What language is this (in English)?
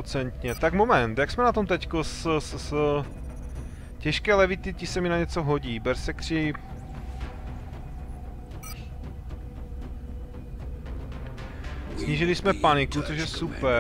Czech